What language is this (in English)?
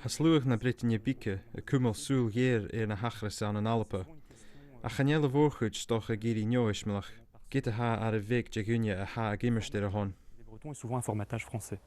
Scottish Gaelic